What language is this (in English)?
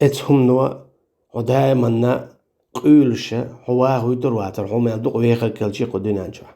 Chechen